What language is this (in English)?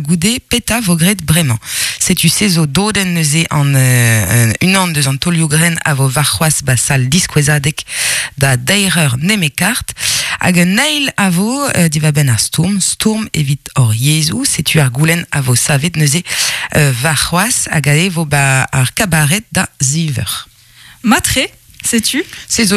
Breton